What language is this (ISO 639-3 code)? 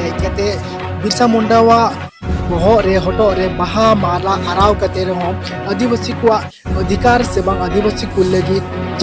sat